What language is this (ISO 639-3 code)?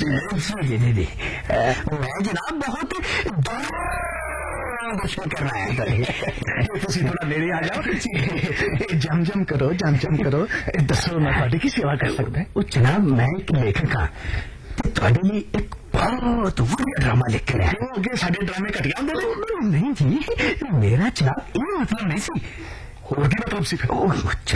pan